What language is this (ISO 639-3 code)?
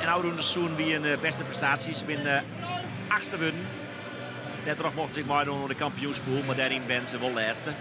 fry